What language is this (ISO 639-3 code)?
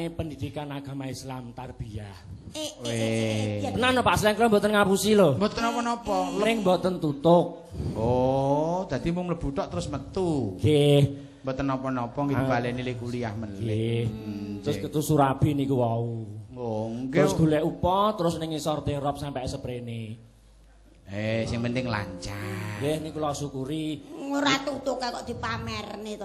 jav